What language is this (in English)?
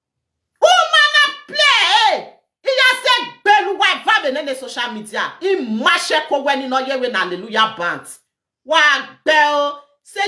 Nigerian Pidgin